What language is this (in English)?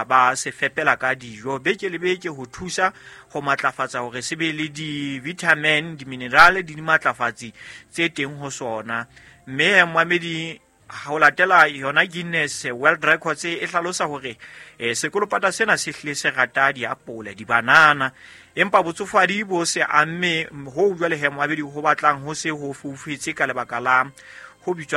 Southern Sotho